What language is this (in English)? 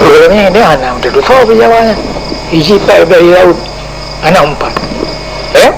Achinese